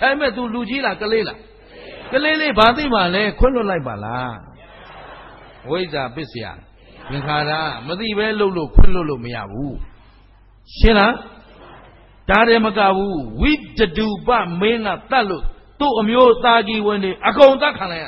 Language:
Burmese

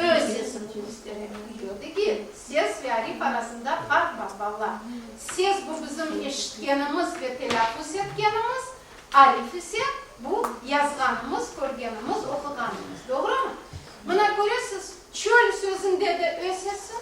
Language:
Crimean Tatar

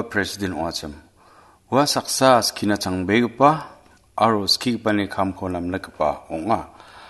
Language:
Garo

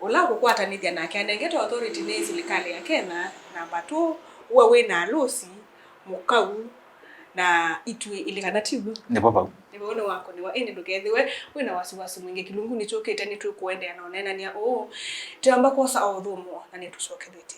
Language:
Kamba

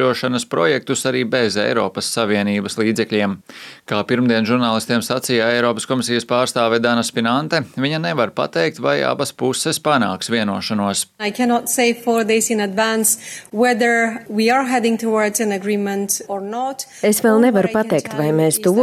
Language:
Latvian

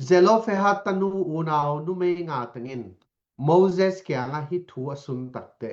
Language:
Tedim Chin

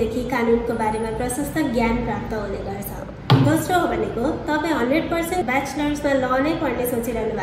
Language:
Nepali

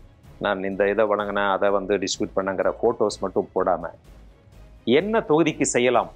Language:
Tamil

